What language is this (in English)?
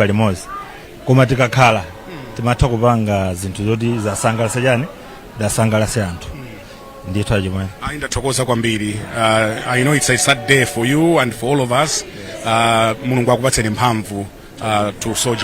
Nyanja